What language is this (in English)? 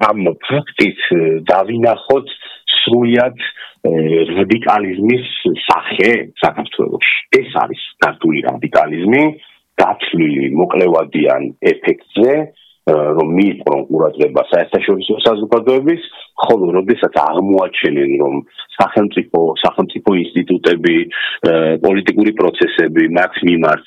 Georgian